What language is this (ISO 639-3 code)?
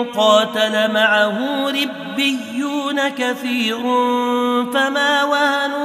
ara